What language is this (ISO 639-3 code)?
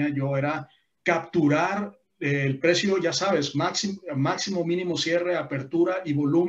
spa